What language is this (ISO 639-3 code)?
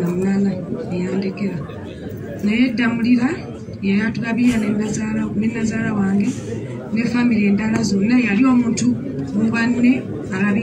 lug